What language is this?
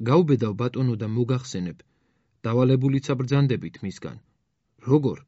Georgian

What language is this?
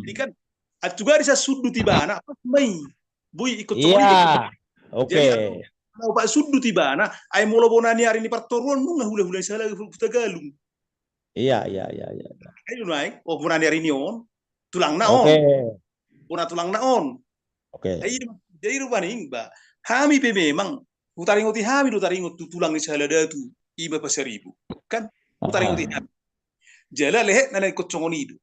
Batak Toba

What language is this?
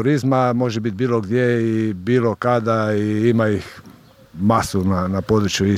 Croatian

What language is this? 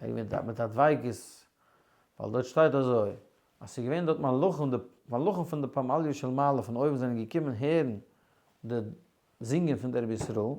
Yiddish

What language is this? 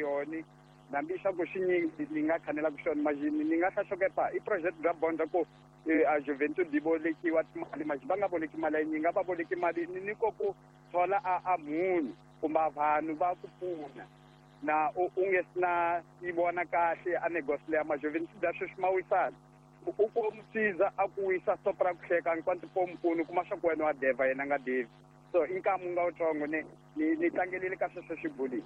Tsonga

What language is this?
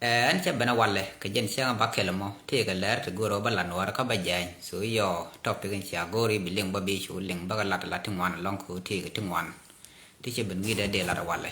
Nuer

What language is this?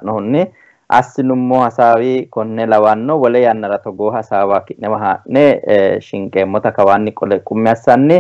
Sidamo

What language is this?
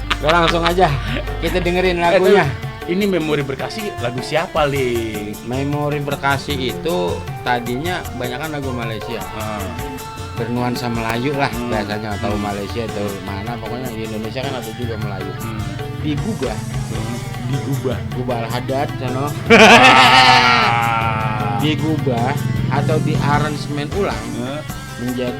Betawi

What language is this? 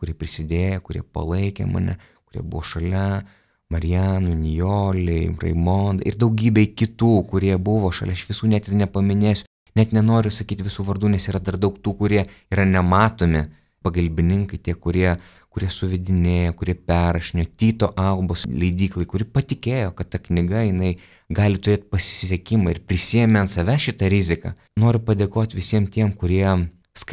Lithuanian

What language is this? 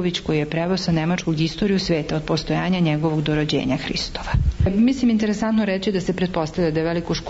Serbian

